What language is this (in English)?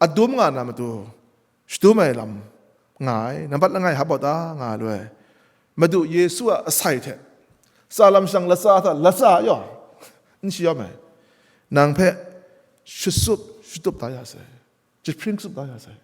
Kachin